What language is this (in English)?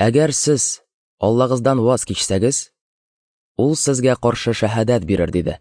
Tatar